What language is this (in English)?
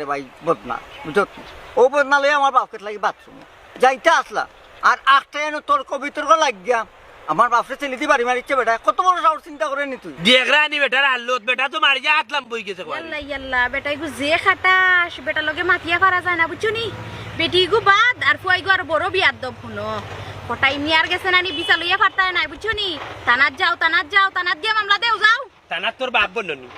Sylheti